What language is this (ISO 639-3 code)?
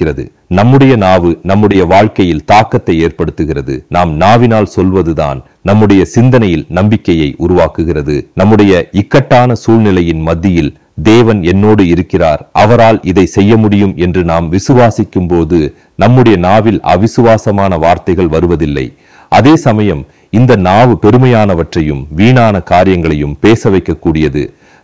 tam